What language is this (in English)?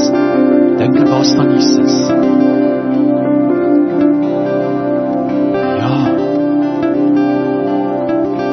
Afrikaans